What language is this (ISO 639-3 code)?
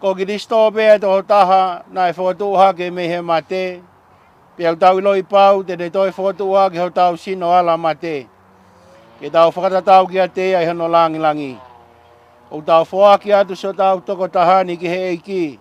ton